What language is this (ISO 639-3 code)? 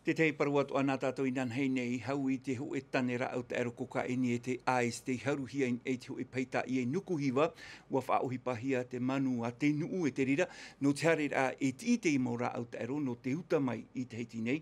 tah